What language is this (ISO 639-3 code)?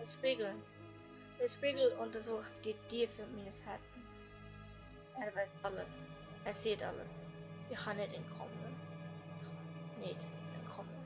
gsw